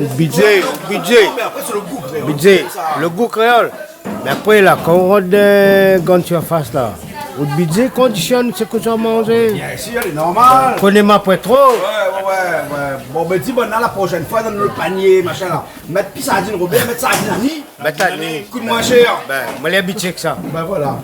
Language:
Réunion Creole French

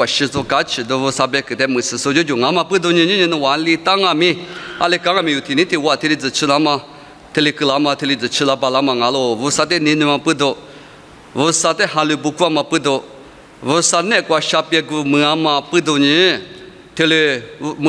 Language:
Lisu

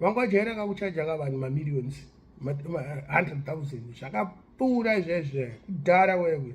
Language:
Shona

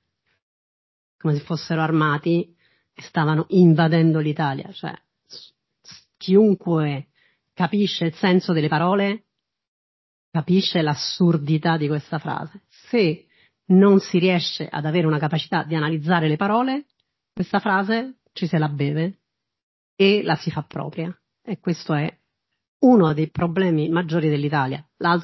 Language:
Italian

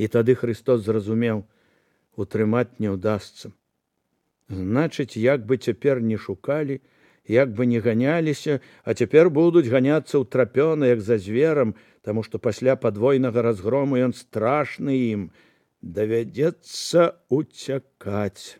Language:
Belarusian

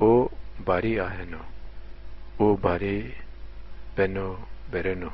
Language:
Zaza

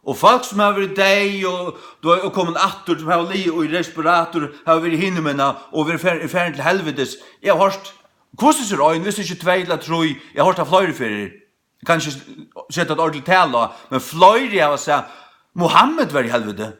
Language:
Faroese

